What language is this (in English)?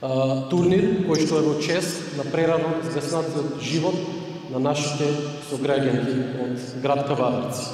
Macedonian